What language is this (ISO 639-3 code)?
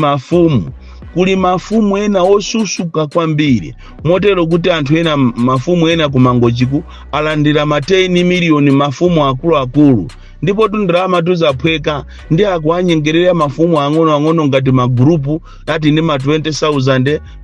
nya